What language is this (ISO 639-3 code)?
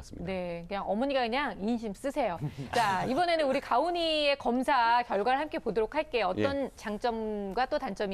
kor